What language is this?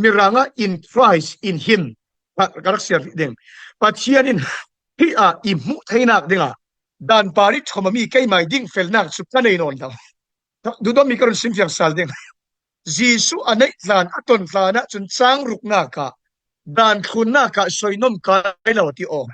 Falam Chin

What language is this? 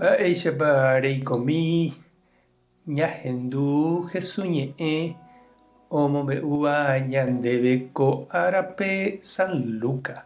Guarani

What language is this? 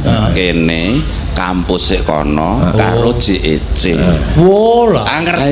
Javanese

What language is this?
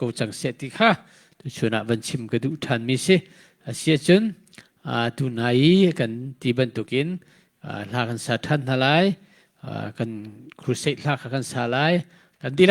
Hakha Chin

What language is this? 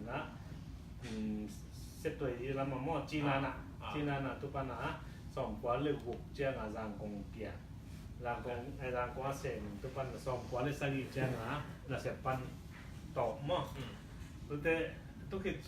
Tedim Chin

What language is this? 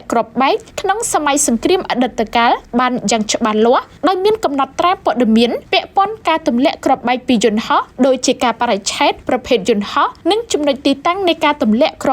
Khmer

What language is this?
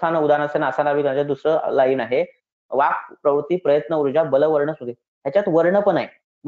Marathi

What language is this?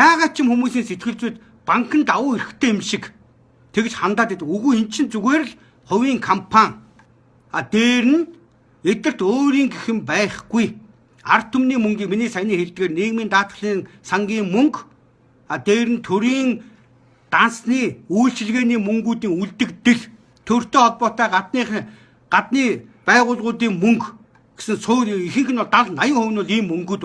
Mongolian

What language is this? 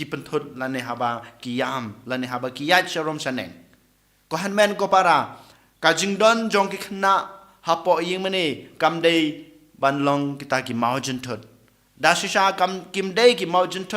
Khasi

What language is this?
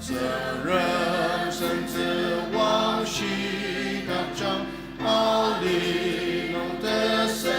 Ao Naga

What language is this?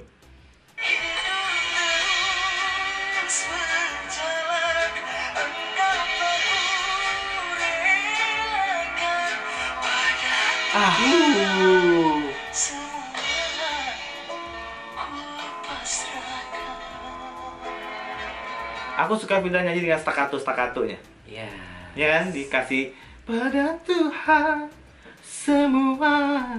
Indonesian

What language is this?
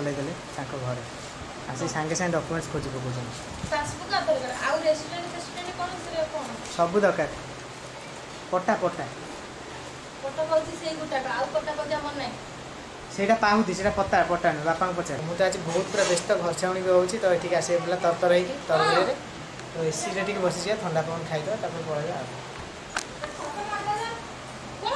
Odia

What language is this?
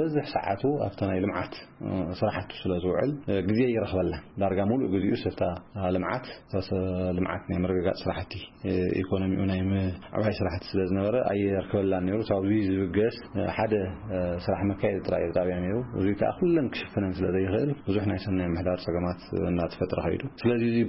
Tigrinya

